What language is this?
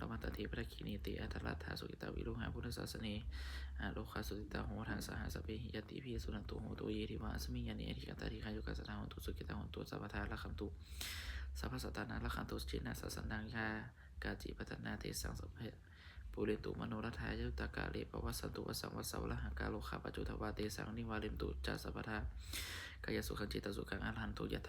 Pali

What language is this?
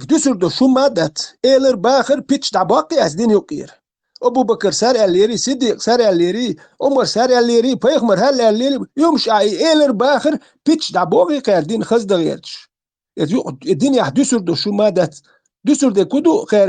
Chechen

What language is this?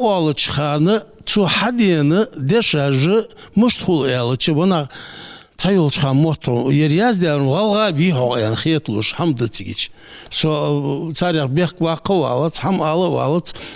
Ingush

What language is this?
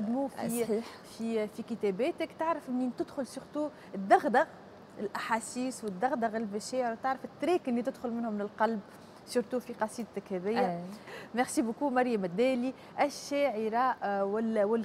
Tunisian Arabic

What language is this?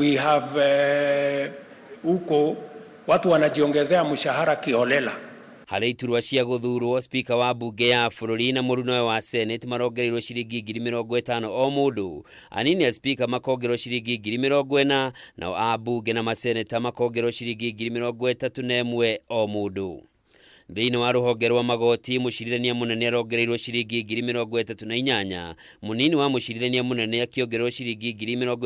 Kikuyu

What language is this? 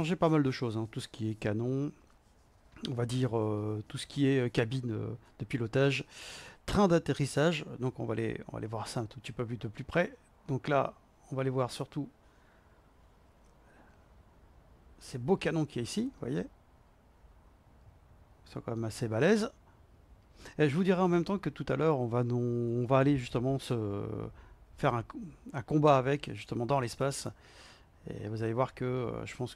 French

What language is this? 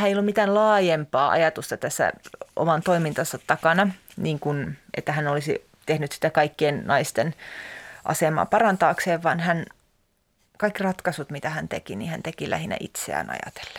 Finnish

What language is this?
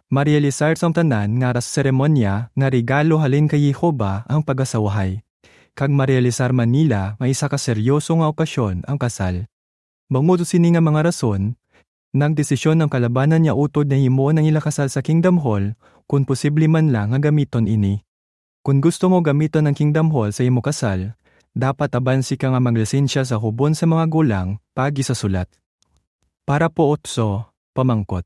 Hiligaynon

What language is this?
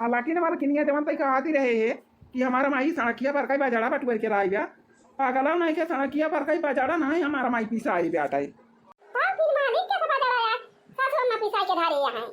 Awadhi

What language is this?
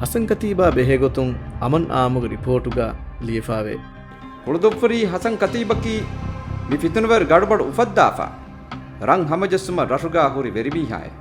Divehi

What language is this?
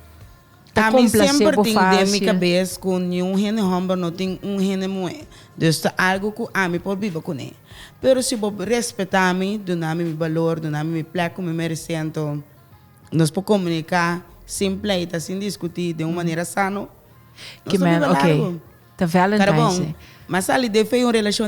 Papiamento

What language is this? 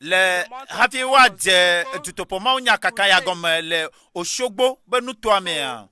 Ewe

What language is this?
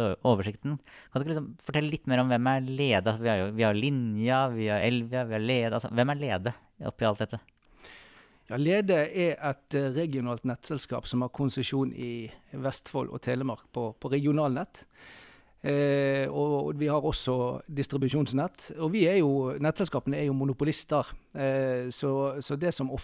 Norwegian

